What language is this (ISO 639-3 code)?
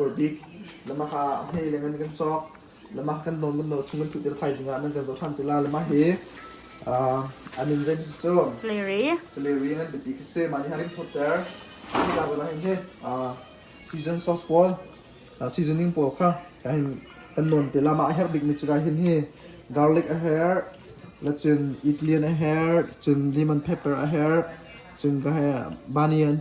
cnh